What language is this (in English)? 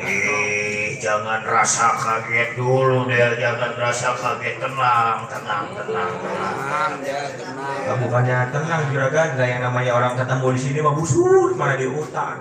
Betawi